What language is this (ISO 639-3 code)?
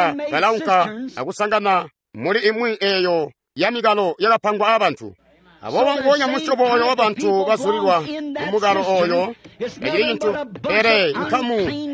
toi